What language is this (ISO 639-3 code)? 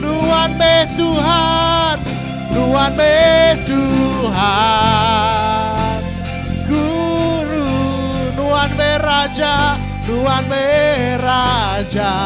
iba